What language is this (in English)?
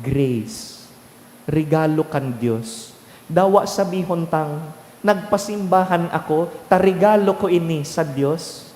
Bikol